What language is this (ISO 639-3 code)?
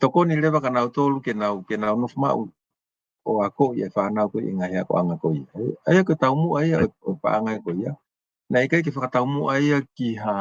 ton